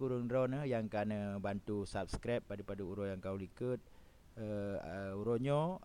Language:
Achinese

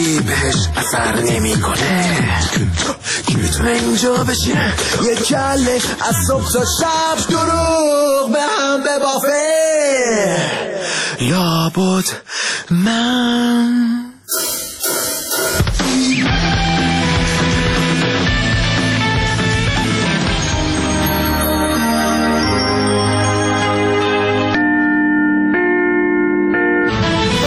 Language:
Persian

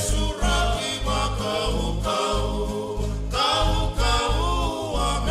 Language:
Fijian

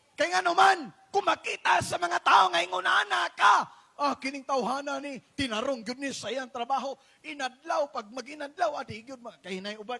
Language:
Cebuano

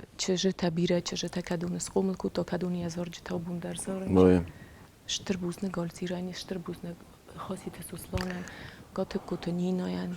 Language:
Ossetic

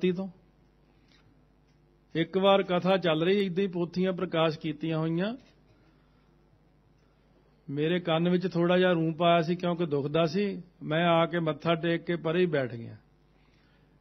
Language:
Punjabi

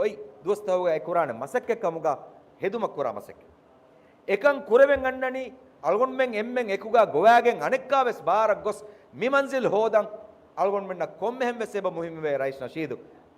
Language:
Divehi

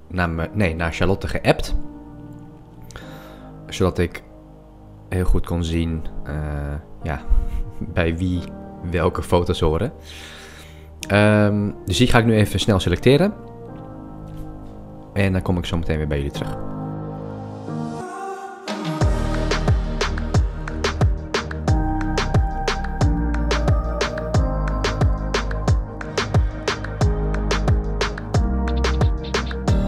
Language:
Dutch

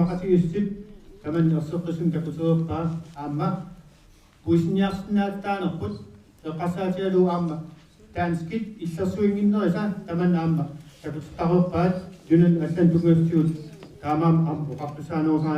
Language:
Kalaallisut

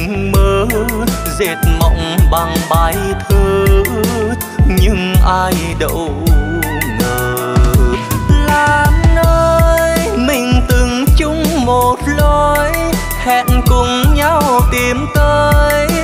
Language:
Vietnamese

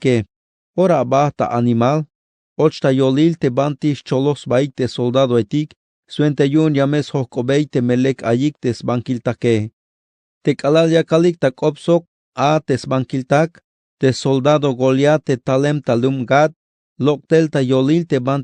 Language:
Tzeltal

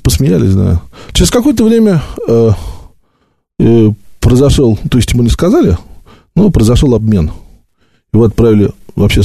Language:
Russian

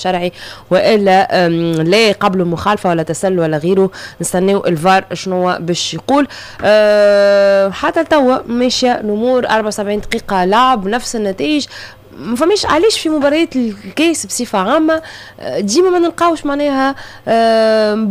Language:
Tunisian Arabic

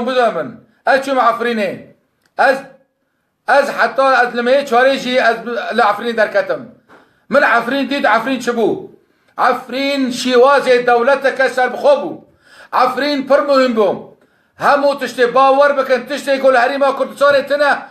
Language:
Kurdish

